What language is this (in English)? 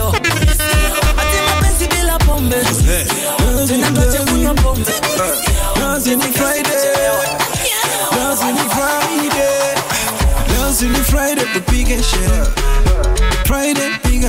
Swahili